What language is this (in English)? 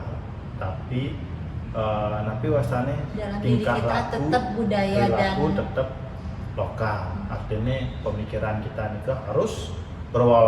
Balinese